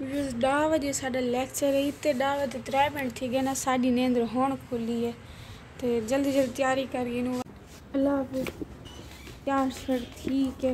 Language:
Saraiki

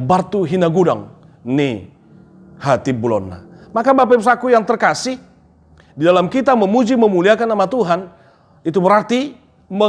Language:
Batak Toba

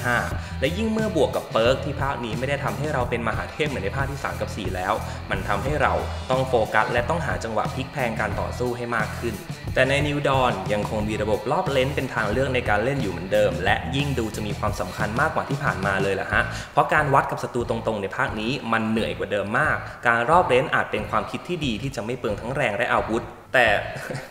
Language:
Thai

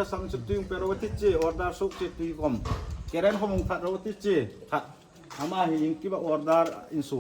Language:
Hmar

